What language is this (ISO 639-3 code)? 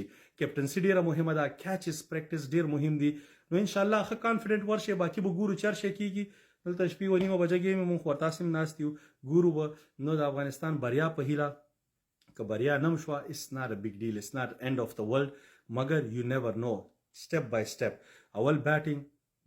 pus